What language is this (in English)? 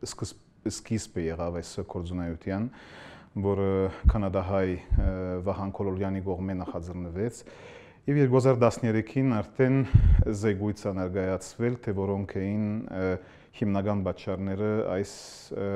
Armenian